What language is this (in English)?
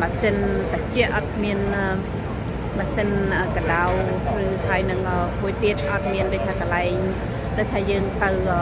Khmer